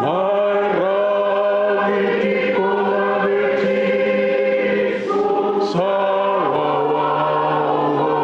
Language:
Fijian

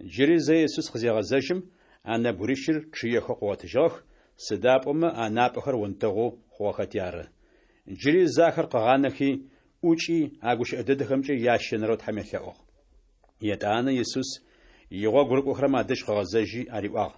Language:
Adyghe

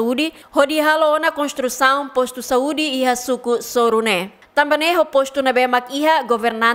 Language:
Tetum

